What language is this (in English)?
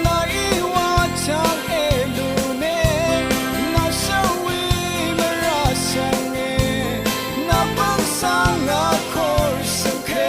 Rawang